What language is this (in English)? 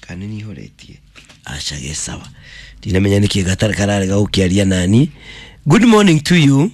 Kikuyu